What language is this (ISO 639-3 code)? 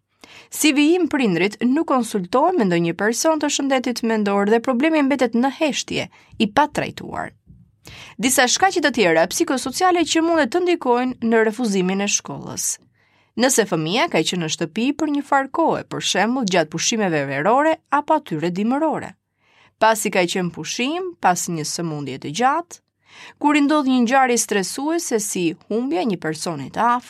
sqi